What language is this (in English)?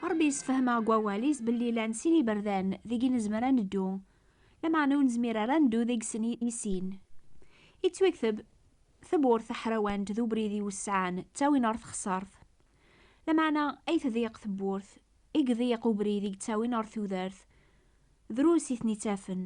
Kabyle